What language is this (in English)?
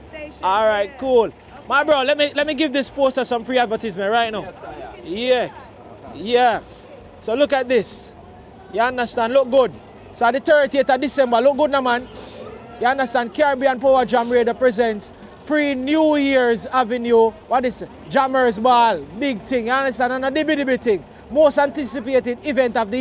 Jamaican Creole English